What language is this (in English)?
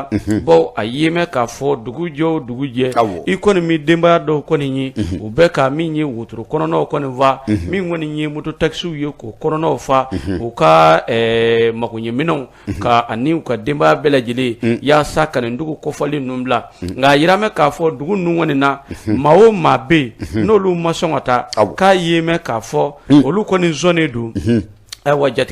Bambara